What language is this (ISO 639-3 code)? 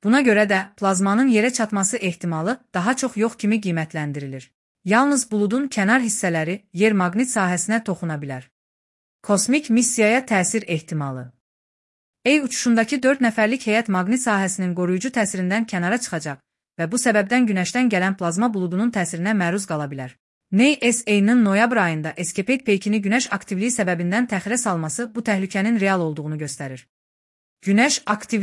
aze